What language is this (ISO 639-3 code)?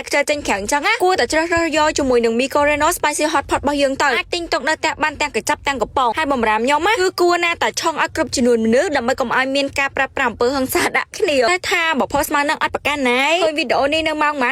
khm